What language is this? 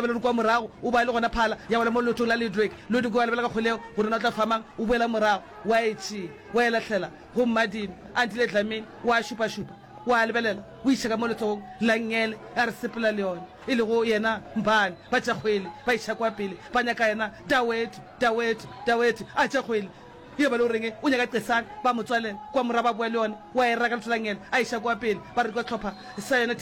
Northern Sotho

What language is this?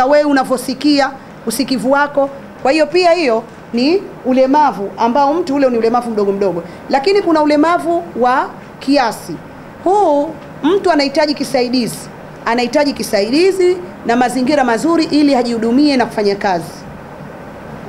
Swahili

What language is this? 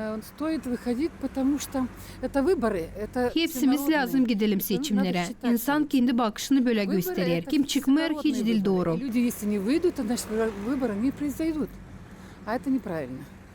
Gagauz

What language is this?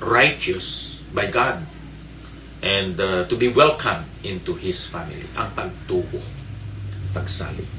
Hiligaynon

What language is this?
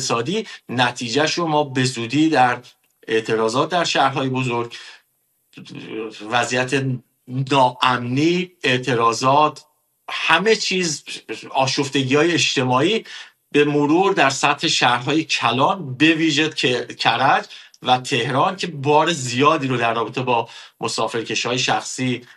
Persian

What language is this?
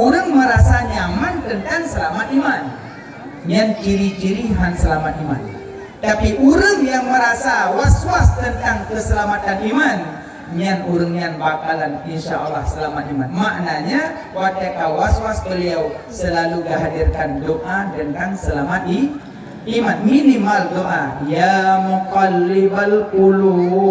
Achinese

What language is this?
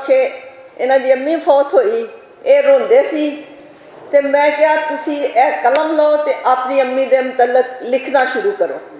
Western Panjabi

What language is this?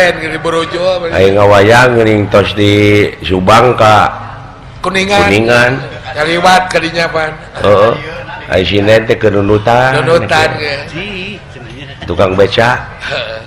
Sundanese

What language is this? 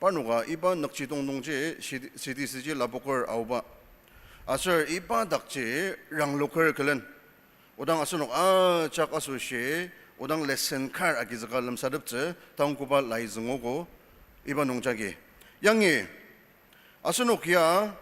Ao Naga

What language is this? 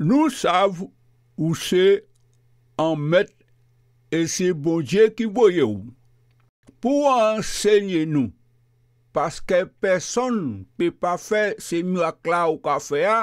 Guadeloupean Creole French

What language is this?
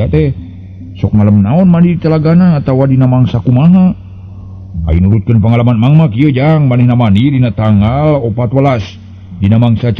Sundanese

